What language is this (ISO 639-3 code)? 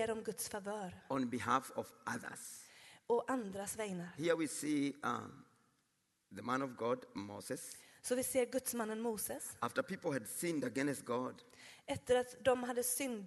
swe